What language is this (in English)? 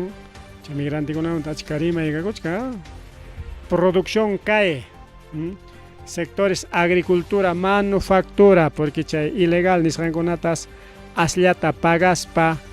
Ayacucho Quechua